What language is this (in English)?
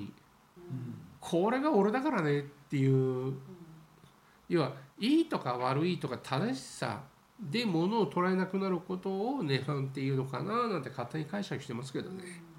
Japanese